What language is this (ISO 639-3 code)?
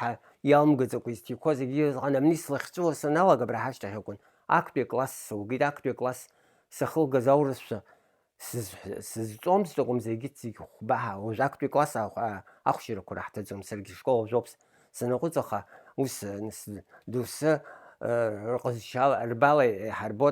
abk